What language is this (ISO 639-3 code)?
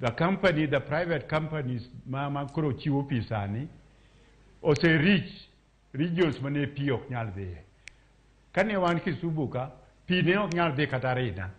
luo